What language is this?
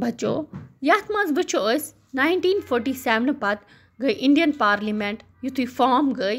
Kashmiri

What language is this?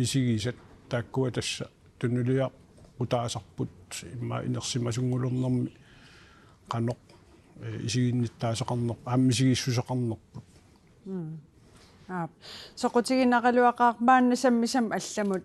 Kalaallisut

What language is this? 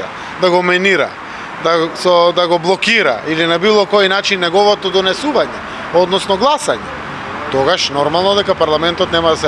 Macedonian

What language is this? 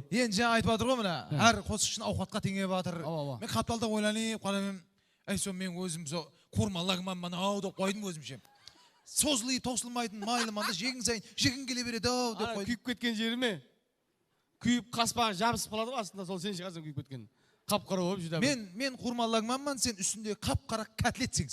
Kara-Kalpak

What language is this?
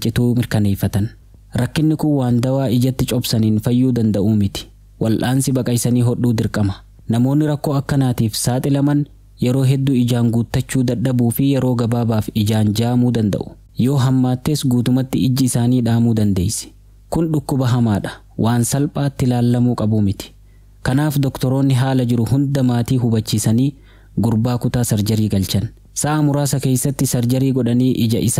Oromo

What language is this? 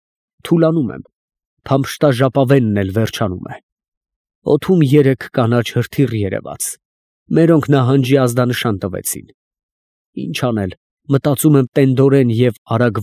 Armenian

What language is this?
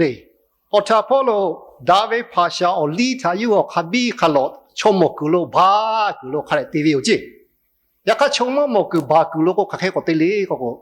Lahu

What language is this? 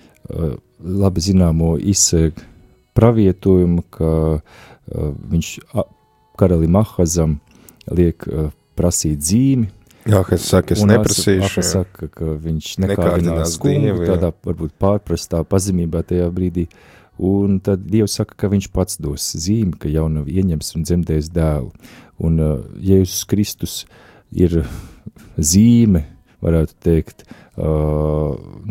Latvian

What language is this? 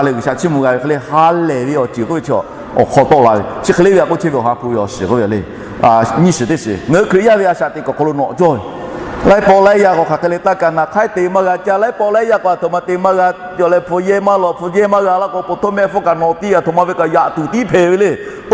Lahu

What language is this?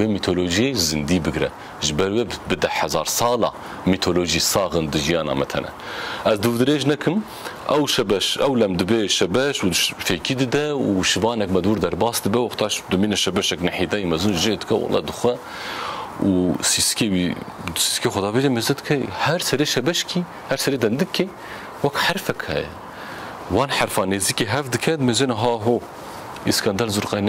Kurdish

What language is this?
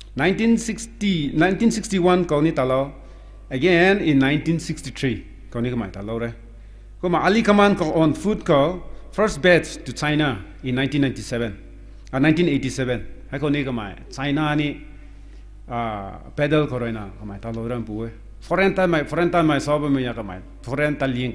Rongmei Naga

